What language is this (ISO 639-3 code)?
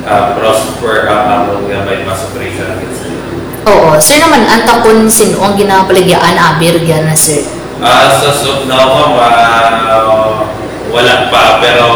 krj